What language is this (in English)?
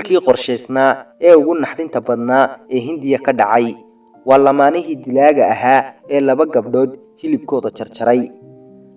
Somali